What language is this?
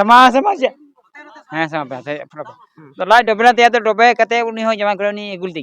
Santali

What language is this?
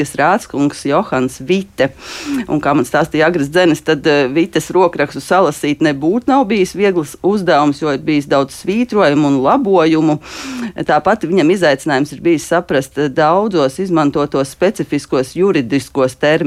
Latvian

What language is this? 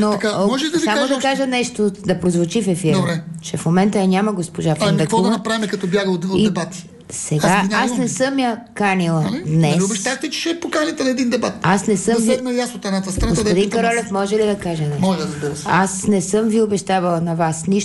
Bulgarian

